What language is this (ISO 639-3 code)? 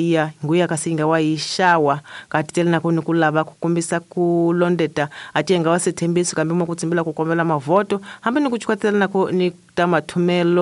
tso